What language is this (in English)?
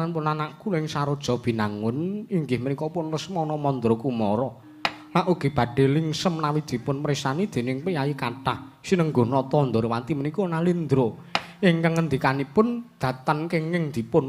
Javanese